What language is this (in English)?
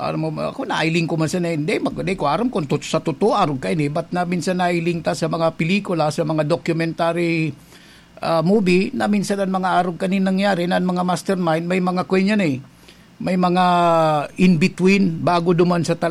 Bikol